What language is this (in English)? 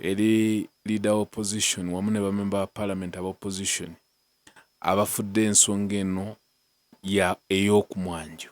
Ganda